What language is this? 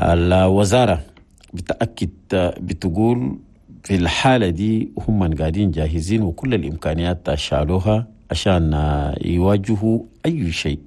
Chadian Arabic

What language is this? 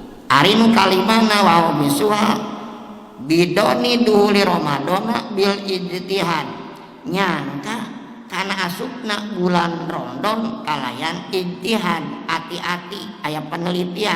Sundanese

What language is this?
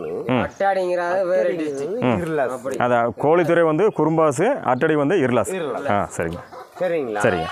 Tamil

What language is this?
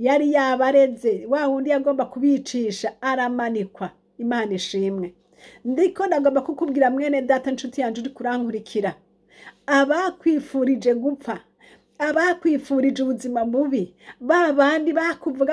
Rundi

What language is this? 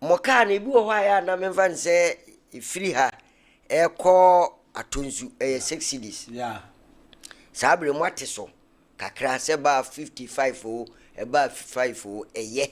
Akan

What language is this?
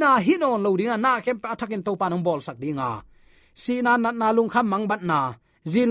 Tedim Chin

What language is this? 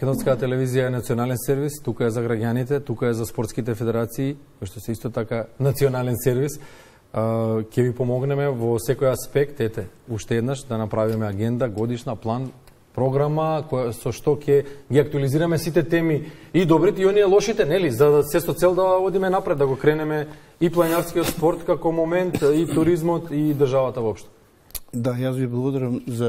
Macedonian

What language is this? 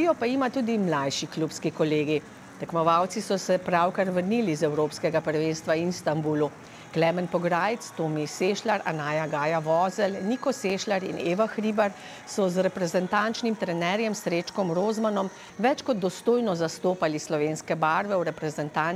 Slovenian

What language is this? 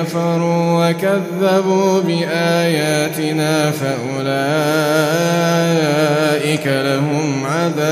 Arabic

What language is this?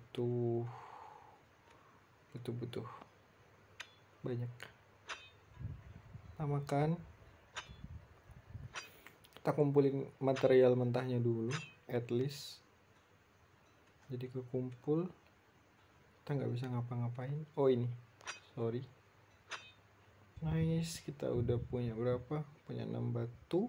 Indonesian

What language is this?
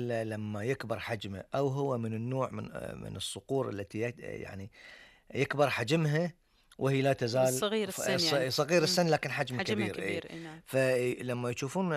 Gulf Arabic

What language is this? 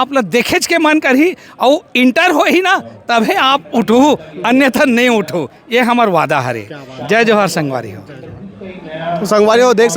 Chhattisgarhi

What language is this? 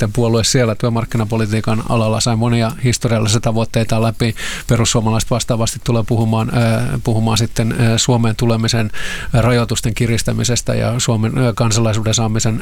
Finnish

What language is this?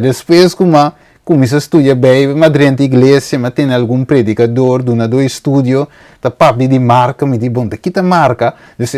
Papiamento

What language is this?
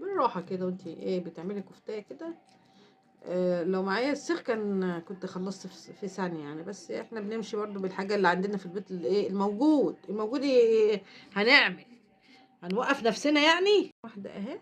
Egyptian Arabic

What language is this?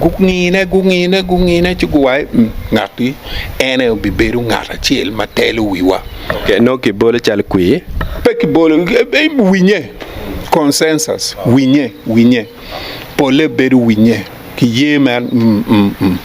Acoli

